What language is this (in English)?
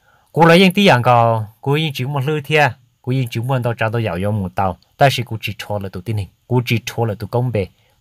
Hmong